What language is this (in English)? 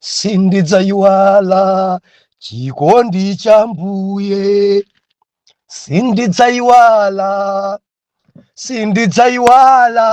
Nyanja